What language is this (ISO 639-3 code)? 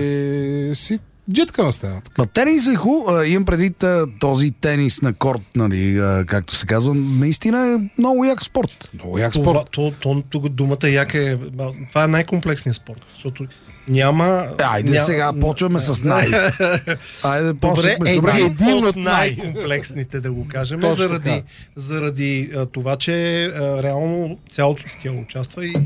bul